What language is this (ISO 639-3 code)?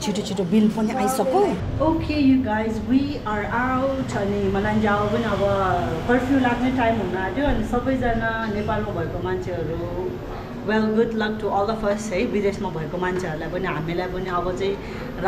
nep